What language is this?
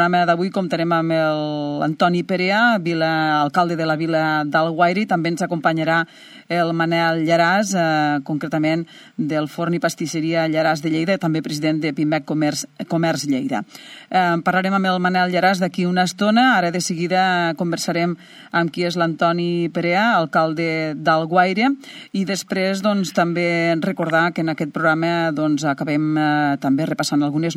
Catalan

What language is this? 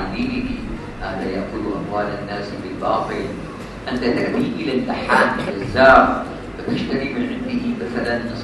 Malay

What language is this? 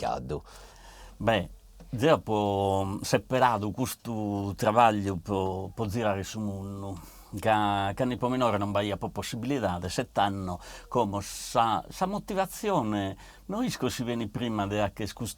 Sardinian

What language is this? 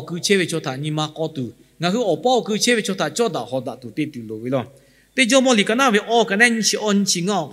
Lahu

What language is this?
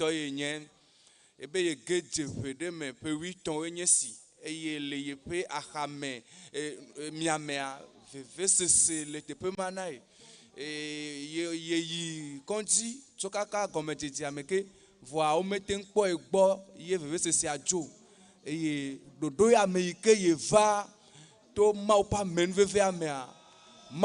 Ewe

